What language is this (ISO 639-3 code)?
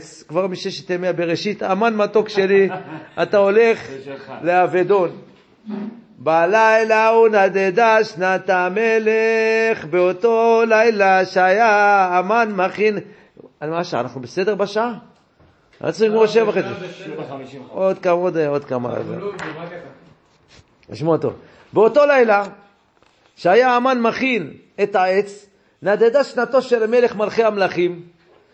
heb